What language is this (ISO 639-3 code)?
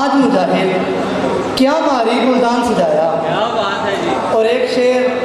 bgc